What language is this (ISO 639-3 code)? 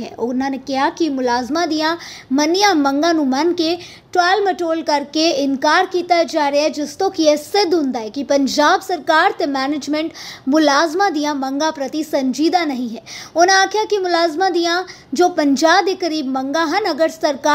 pan